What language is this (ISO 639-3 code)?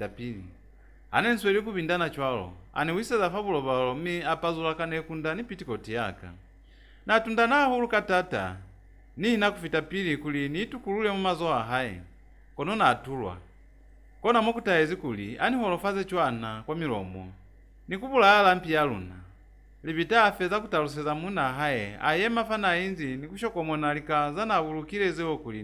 loz